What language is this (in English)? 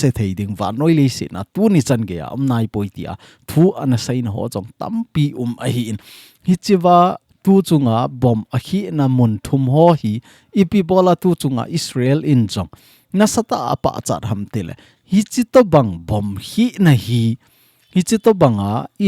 Thado Chin